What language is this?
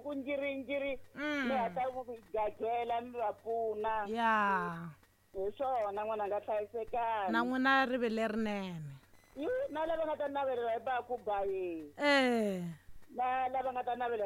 Tsonga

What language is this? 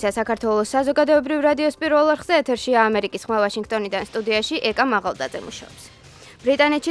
Georgian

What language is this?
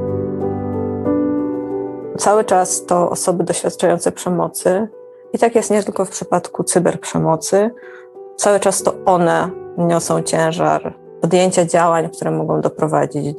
Polish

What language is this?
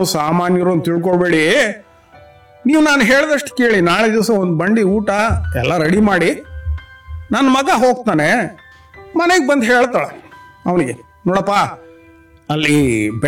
Kannada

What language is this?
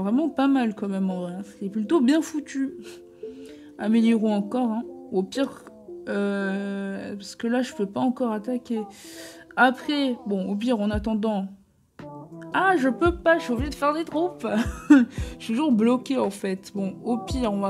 French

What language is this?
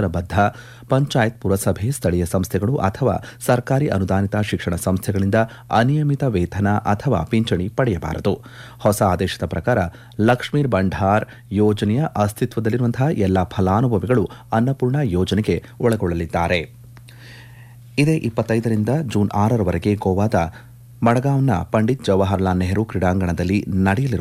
Kannada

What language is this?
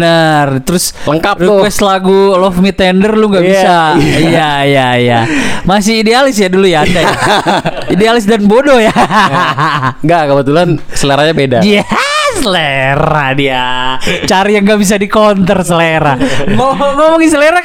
Indonesian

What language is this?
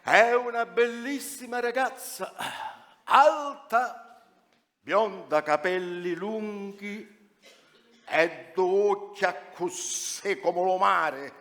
Sicilian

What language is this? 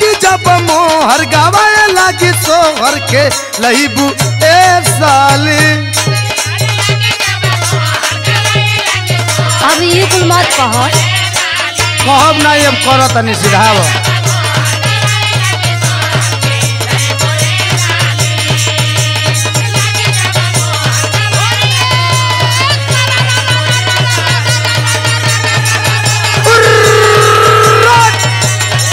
Bhojpuri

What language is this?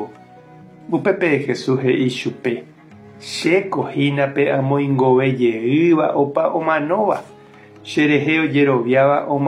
Guarani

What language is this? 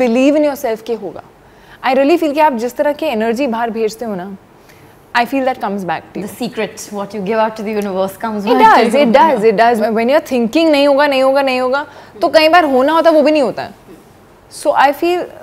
Hindi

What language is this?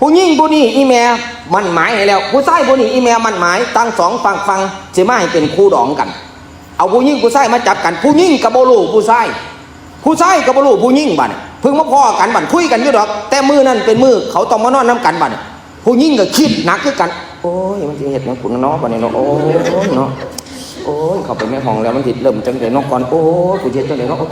Northeastern Thai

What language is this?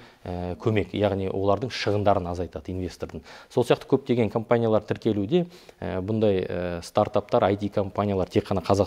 Kazakh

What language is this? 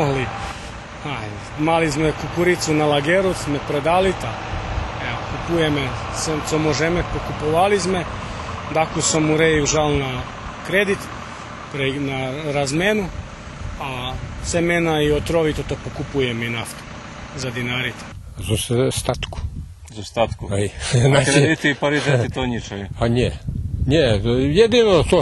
Rusyn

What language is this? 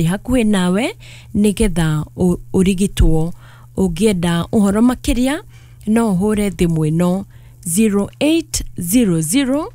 Kikuyu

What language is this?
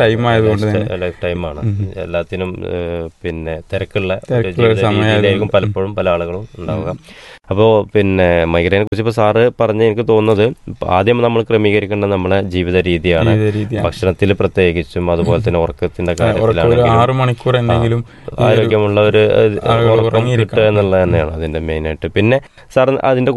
Malayalam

